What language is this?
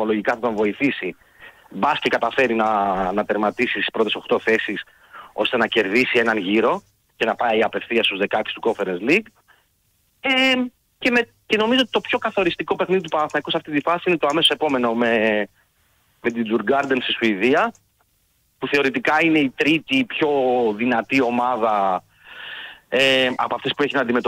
Greek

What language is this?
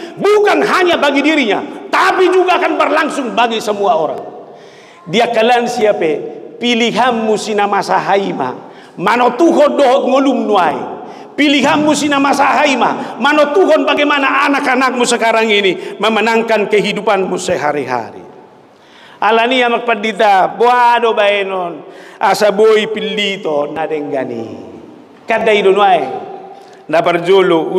Batak Toba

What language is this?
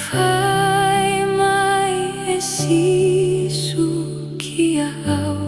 Tongan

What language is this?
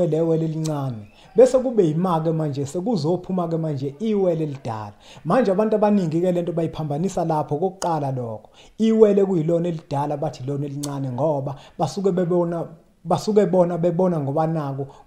Zulu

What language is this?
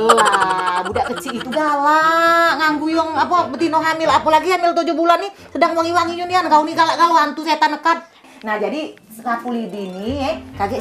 Musi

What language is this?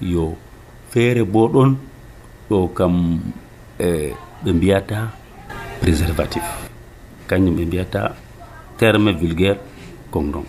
Nigerian Fulfulde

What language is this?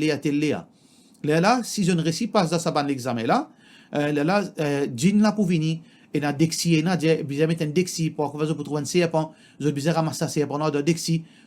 Morisyen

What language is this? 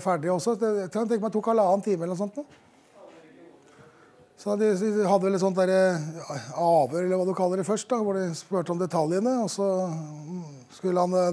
Norwegian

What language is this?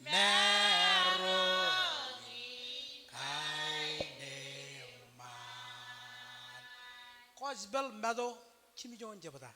Marshallese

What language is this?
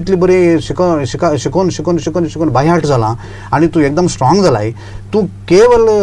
Konkani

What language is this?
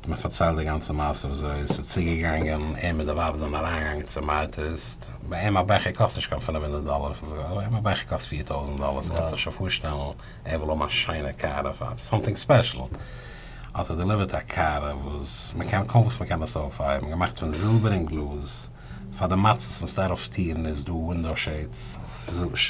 Yiddish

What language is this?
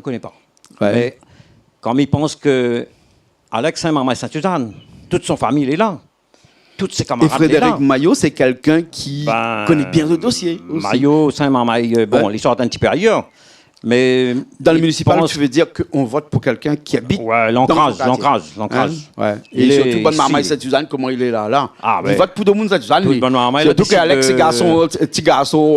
Réunion Creole French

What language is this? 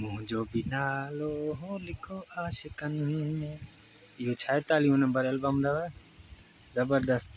Sindhi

